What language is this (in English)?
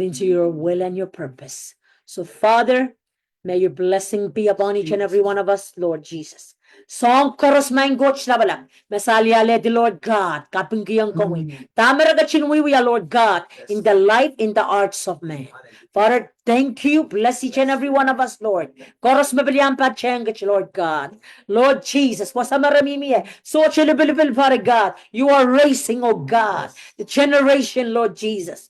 Pohnpeian